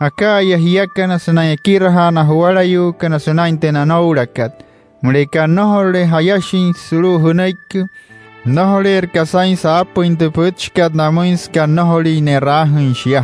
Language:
Wayuu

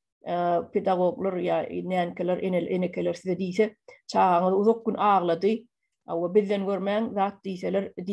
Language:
Turkmen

